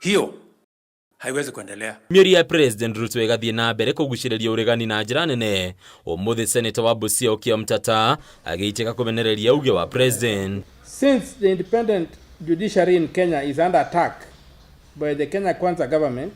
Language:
Kikuyu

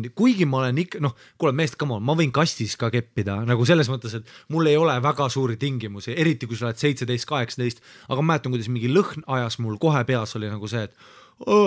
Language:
Estonian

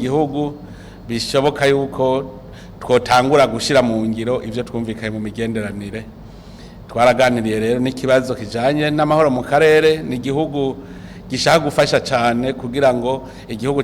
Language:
Rundi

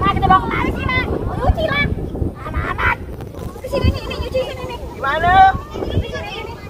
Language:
Betawi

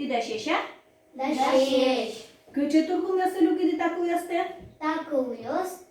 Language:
Udmurt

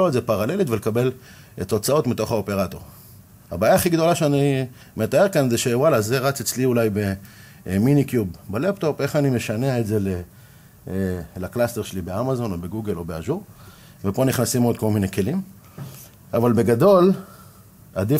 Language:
Hebrew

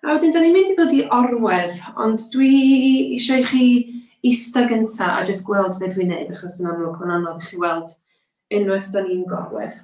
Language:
Welsh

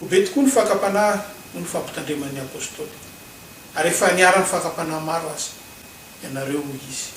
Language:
Malagasy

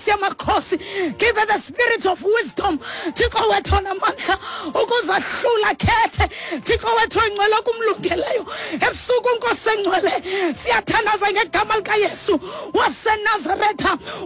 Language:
Xhosa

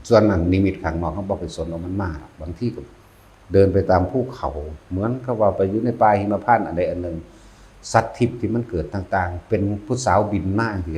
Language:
Northeastern Thai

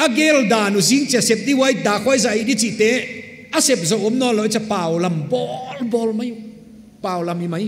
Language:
Paite Chin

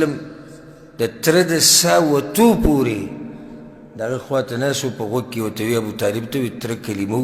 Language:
Pashto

